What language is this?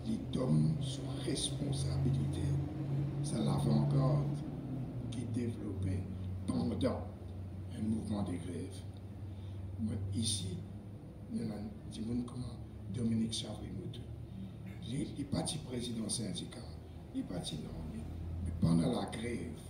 Morisyen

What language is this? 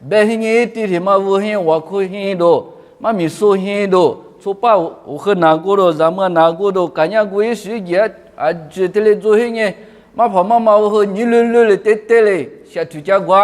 Lisu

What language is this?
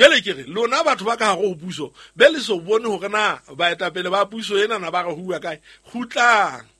Southern Sotho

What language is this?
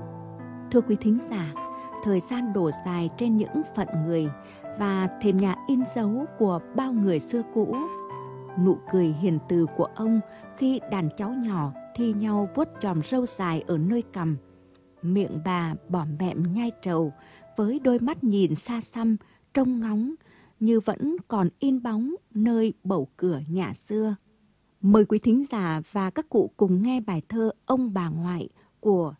Vietnamese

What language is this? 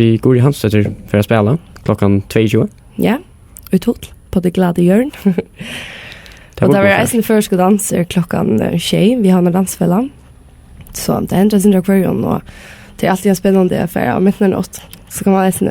Faroese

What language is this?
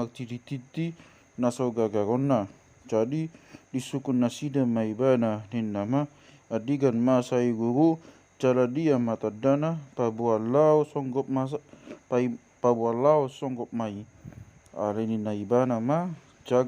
Batak Toba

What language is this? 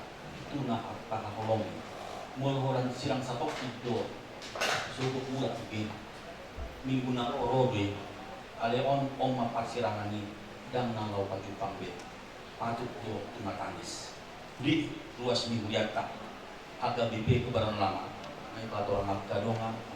Batak Toba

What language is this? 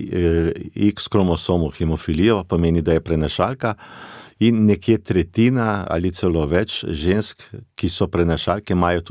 Slovenian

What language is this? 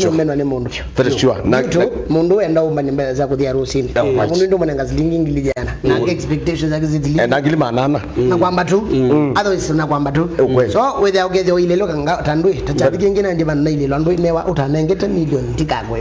Kamba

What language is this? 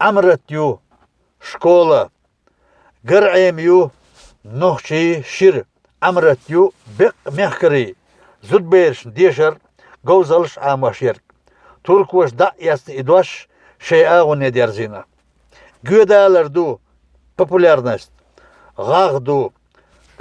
Chechen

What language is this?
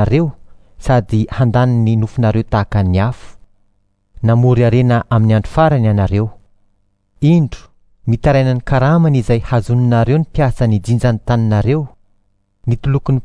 Malagasy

